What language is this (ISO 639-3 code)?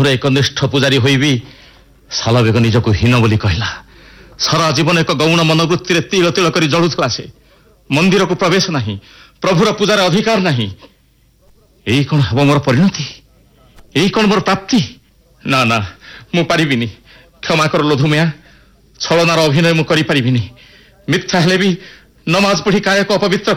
ori